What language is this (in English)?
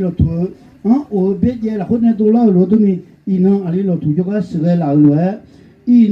Akha